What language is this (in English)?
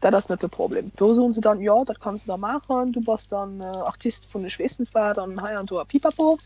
Luxembourgish